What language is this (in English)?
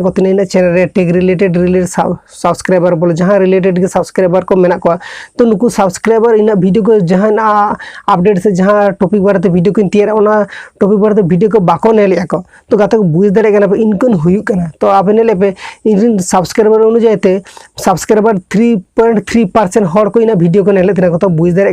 Santali